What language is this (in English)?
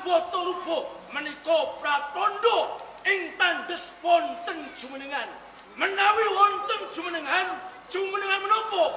Javanese